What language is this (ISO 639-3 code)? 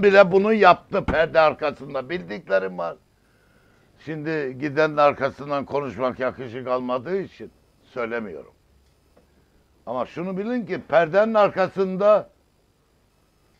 tur